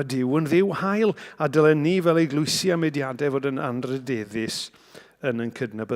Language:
Welsh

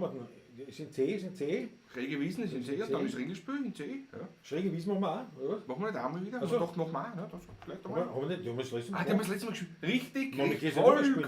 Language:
Bavarian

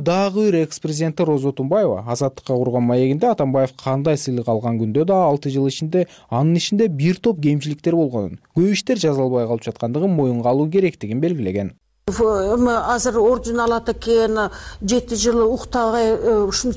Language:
Kyrgyz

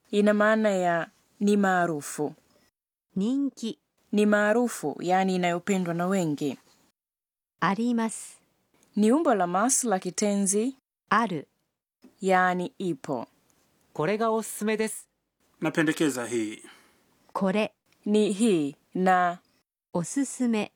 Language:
Swahili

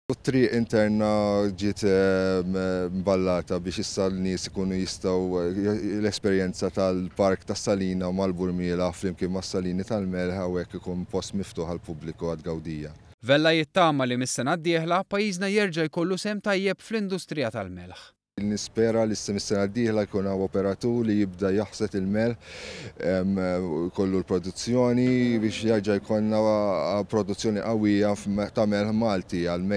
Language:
Maltese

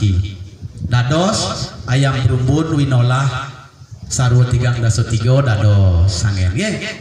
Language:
Balinese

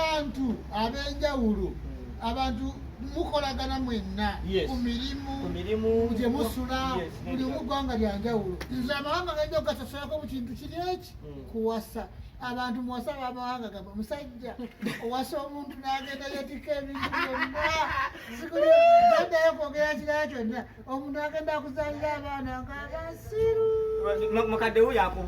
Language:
Ganda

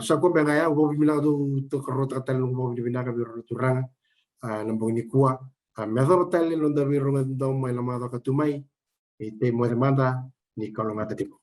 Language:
Fijian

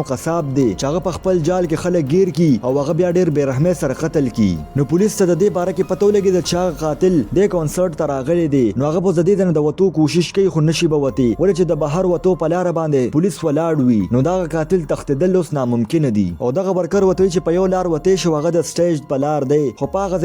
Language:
Pashto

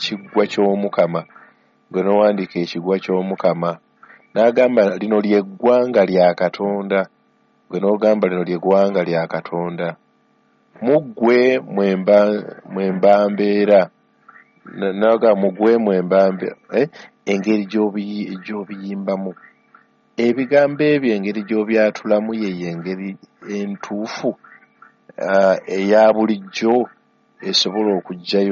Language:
Ganda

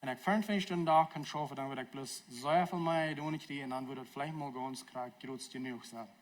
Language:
Plautdietsch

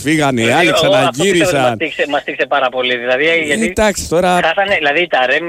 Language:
Greek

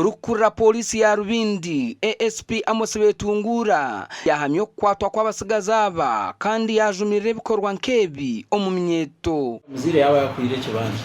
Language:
Nyankole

